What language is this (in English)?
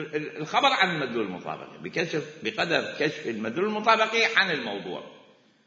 Mesopotamian Arabic